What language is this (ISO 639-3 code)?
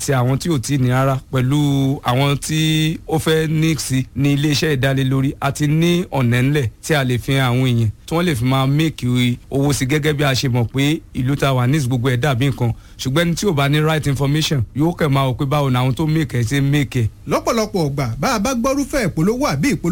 yor